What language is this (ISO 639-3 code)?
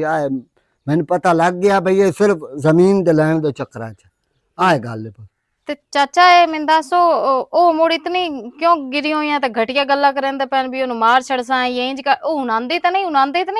lah